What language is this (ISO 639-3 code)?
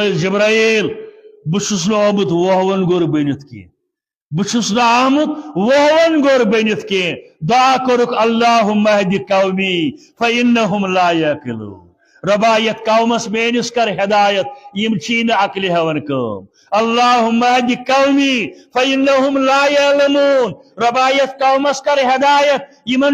kas